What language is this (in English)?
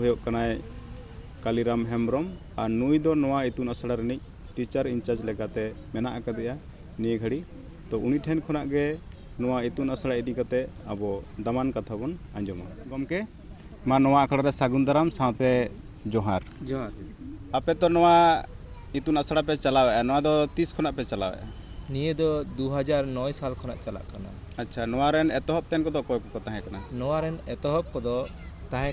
Santali